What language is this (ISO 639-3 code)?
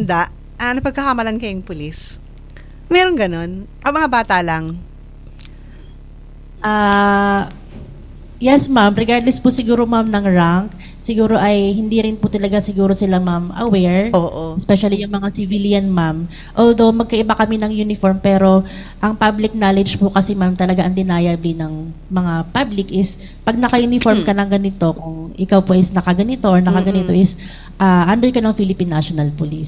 fil